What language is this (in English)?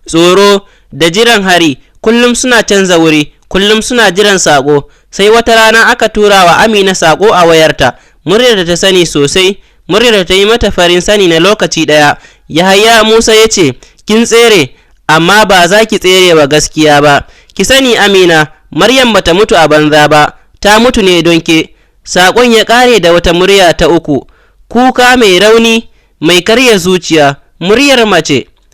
Hausa